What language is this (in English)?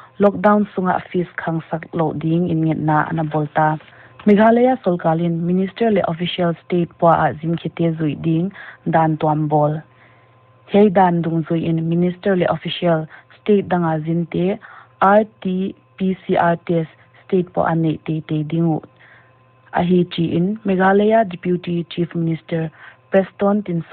Paite Chin